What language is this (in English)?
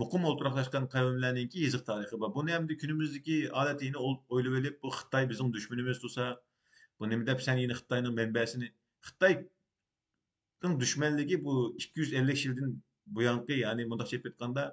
Uyghur